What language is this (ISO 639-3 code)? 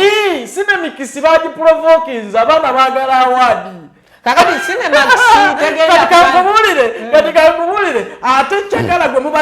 lug